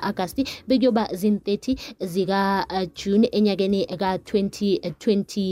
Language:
South Ndebele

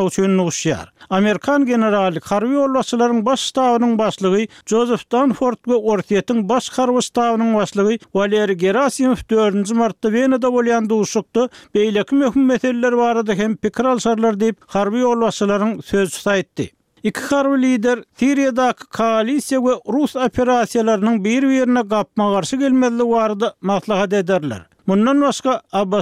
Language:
Turkmen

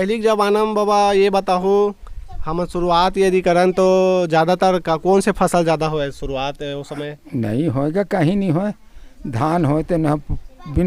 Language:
Chhattisgarhi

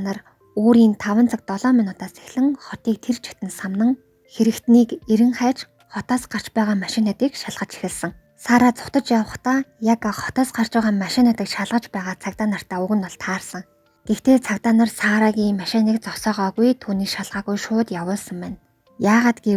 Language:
Mongolian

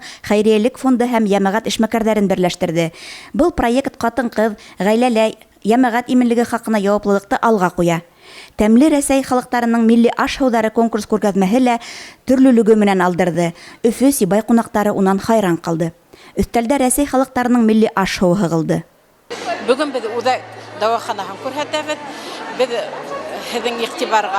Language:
Bashkir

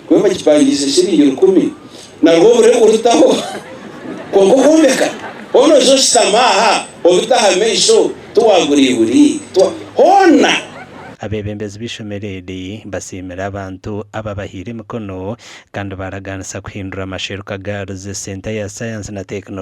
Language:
Nyankole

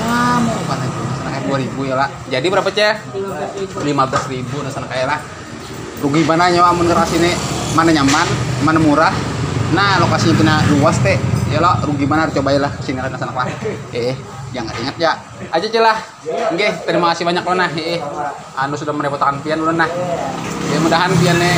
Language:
Banjar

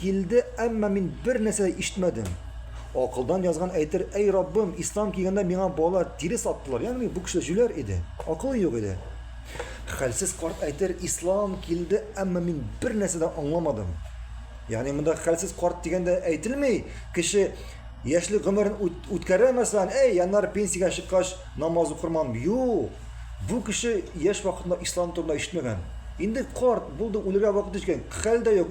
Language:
Tatar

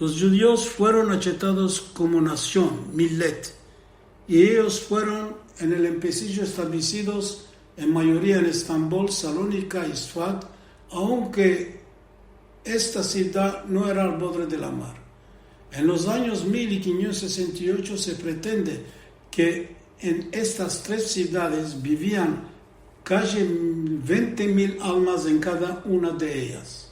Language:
Ladino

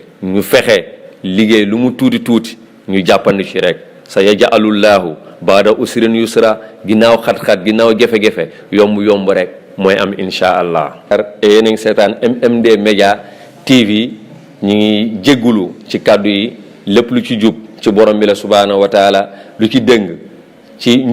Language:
Wolof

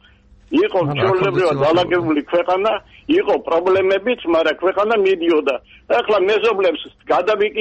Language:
Georgian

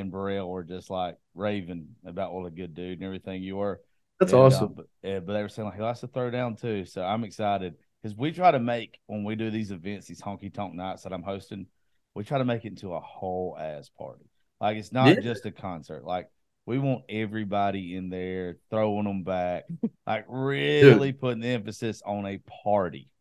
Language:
English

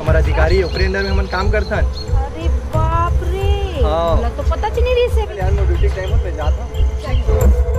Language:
Chhattisgarhi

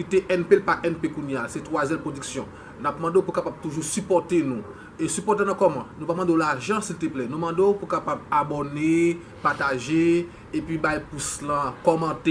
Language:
Haitian Creole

